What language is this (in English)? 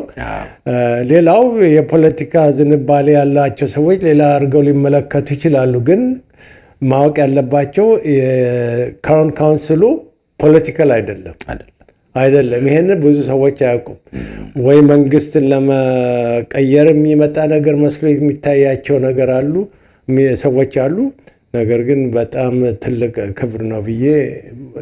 Amharic